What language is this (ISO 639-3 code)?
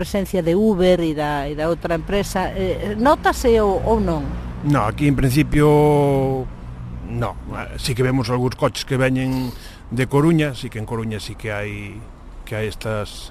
glg